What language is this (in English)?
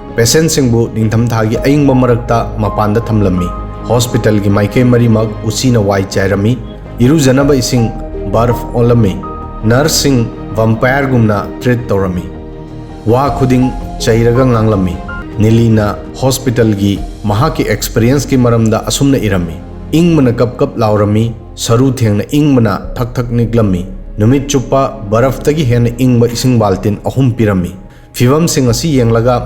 Manipuri